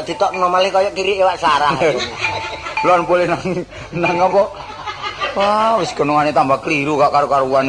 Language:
Javanese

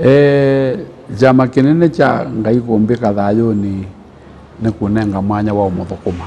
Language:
Kamba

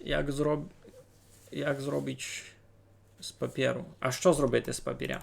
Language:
Rusyn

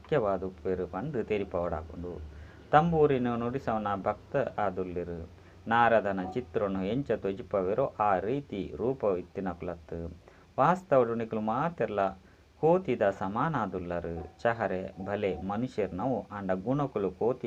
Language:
Tulu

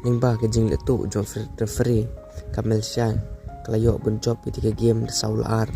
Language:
Khasi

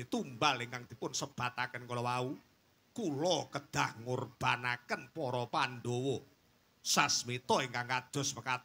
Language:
Javanese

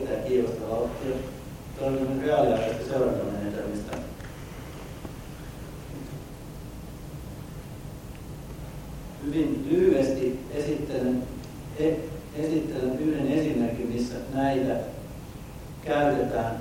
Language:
Finnish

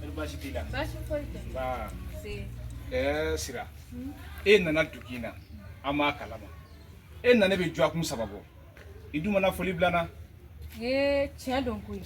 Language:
Bambara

